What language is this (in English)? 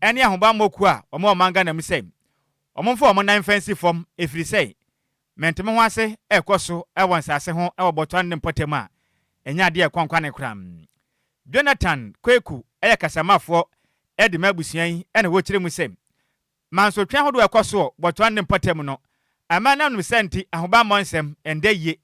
Akan